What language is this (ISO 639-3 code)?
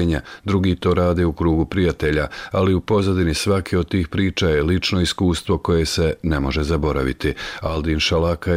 bos